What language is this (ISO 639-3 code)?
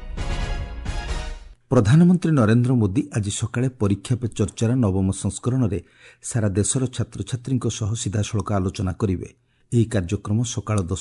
ori